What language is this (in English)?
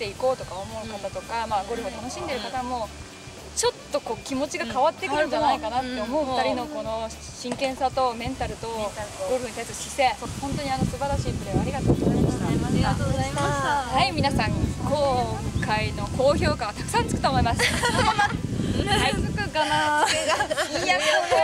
Japanese